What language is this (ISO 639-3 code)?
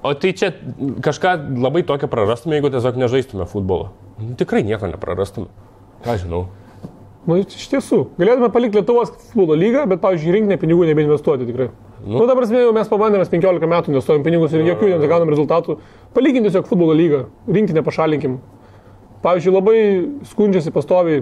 lit